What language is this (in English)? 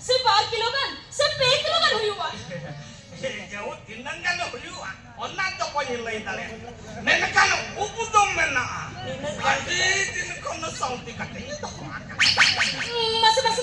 Santali